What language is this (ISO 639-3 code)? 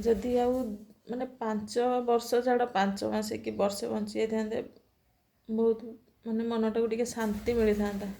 ori